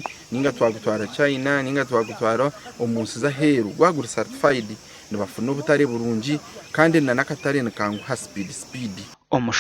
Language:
Nyankole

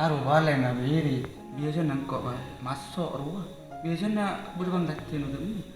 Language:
Madurese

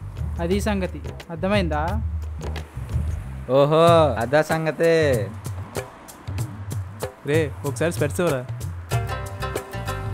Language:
Telugu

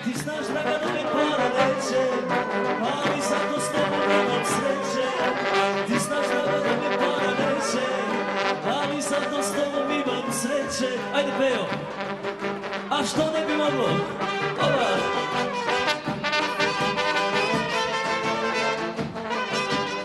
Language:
Serbian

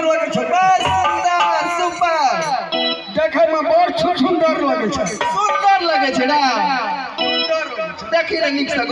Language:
Maithili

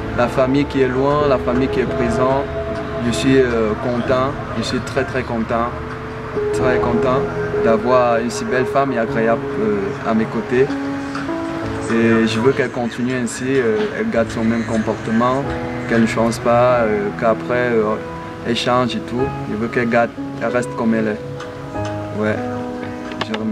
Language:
French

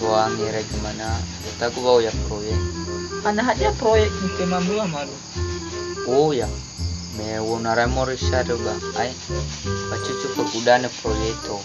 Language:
Nias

